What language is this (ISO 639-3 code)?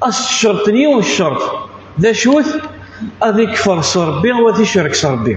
kab